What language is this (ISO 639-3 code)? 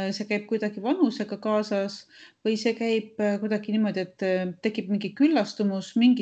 est